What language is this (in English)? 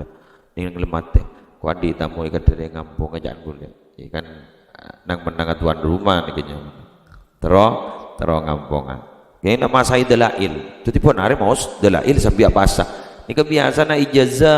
Madurese